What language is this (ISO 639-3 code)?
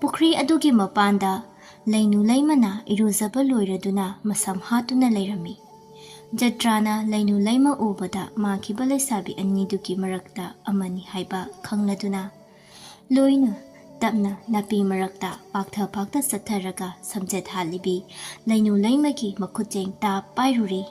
mni